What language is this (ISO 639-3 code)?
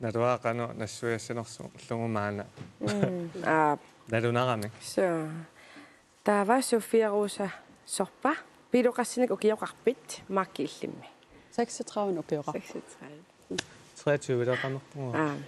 kal